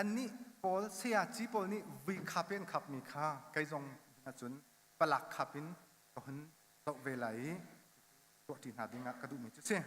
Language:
Hakha Chin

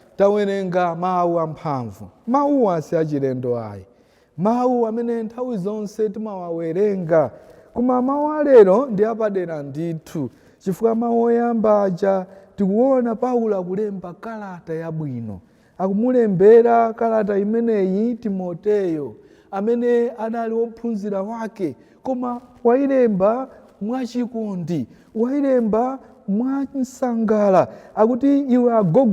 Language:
Nyanja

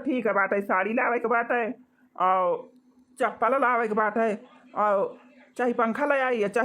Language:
Awadhi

